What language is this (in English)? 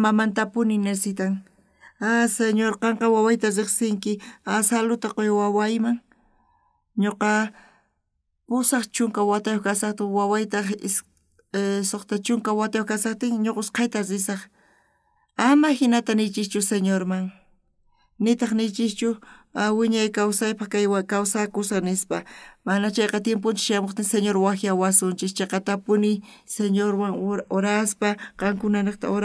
South Bolivian Quechua